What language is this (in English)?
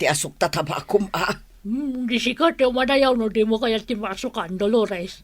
Iloko